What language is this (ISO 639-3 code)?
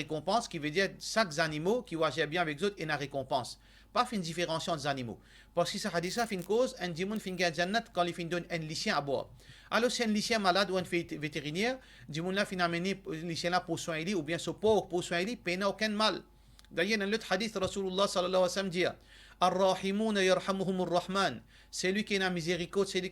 mfe